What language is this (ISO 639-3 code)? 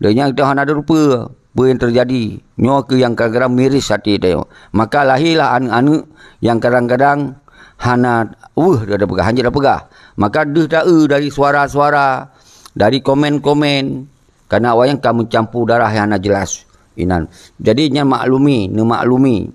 ace